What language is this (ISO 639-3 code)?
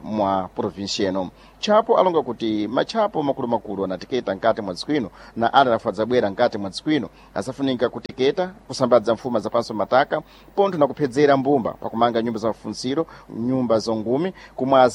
seh